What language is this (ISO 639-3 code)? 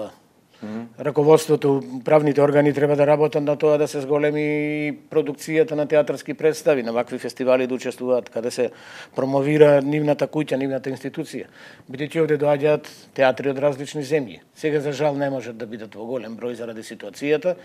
mkd